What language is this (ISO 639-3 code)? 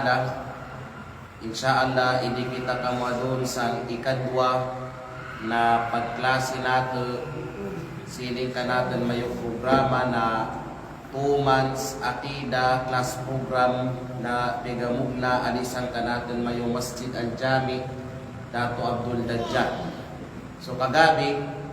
kqe